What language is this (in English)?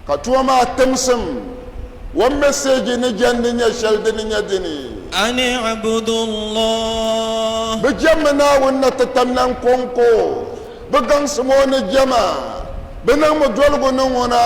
Dagbani